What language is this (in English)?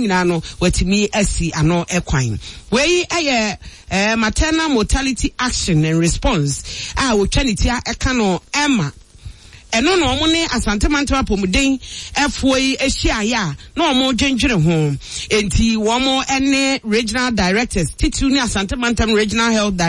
Akan